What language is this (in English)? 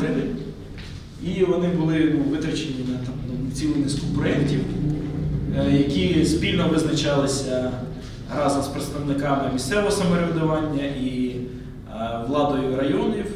Ukrainian